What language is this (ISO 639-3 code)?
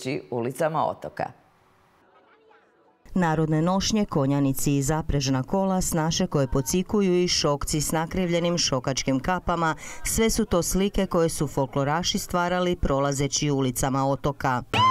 hrv